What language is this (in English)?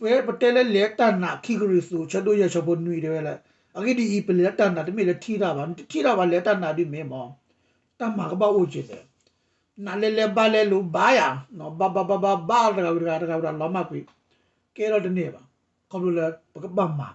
S'gaw Karen